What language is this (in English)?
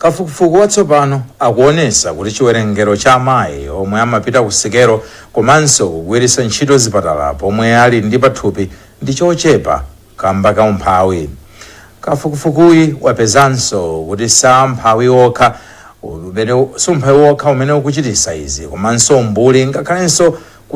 Nyanja